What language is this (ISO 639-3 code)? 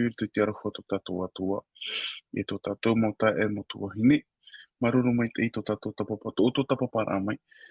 tah